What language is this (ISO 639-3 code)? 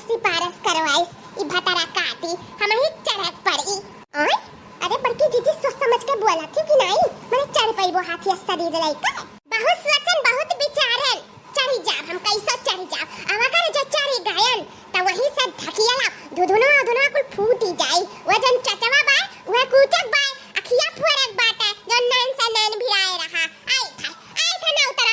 awa